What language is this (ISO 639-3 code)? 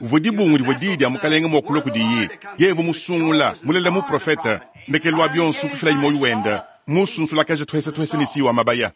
lua